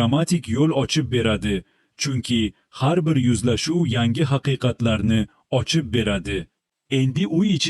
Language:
Uzbek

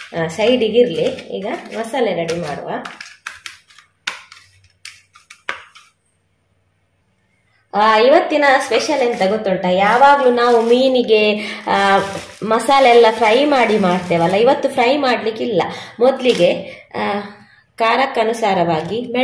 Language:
Kannada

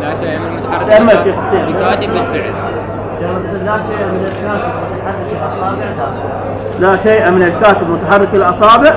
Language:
Mesopotamian Arabic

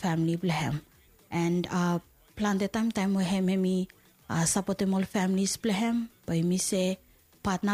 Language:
Bislama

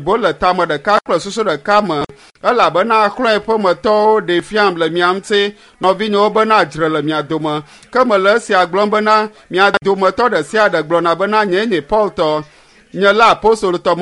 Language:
Ewe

